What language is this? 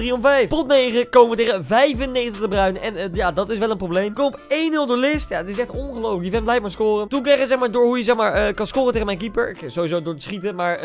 Dutch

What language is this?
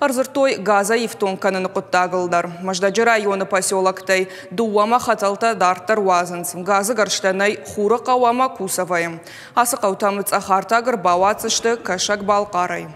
Ossetic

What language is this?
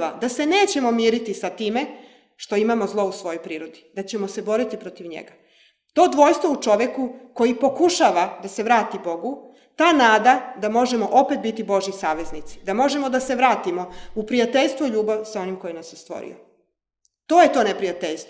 Serbian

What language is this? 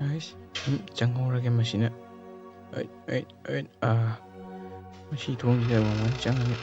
Manipuri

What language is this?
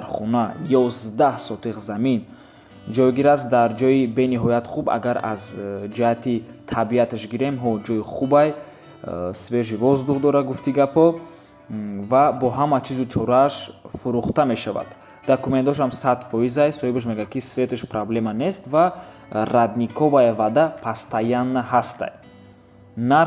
Tajik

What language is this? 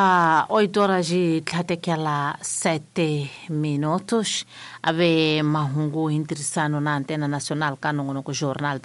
Tsonga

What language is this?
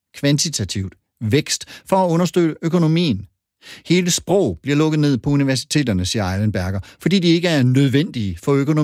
Danish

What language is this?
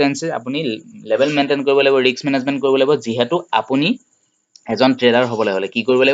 Assamese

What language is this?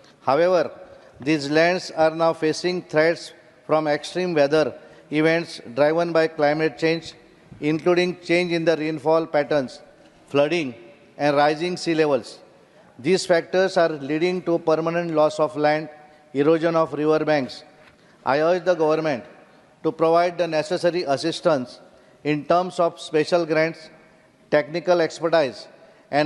Konkani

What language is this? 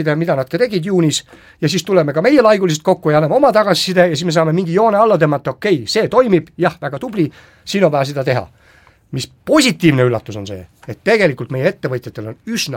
Estonian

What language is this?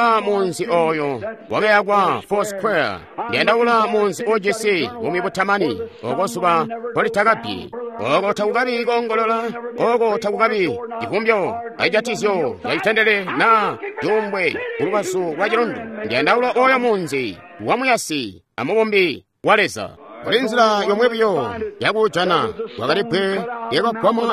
Tonga (Zambia)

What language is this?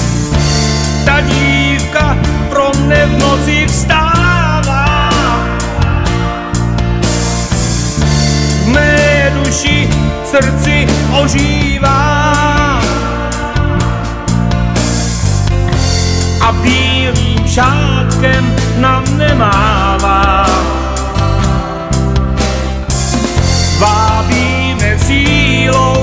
Czech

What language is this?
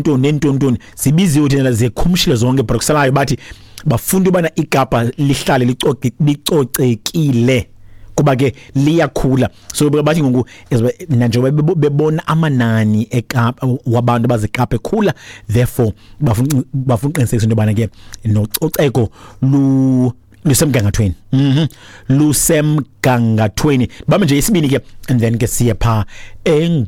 Xhosa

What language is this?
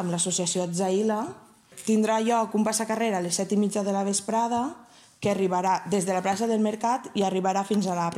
Catalan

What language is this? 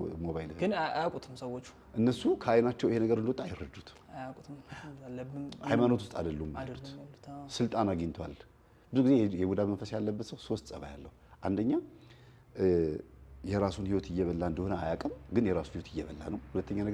Amharic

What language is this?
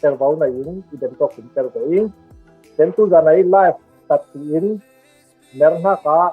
Falam Chin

